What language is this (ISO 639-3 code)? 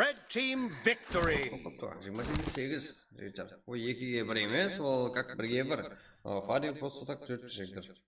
kaa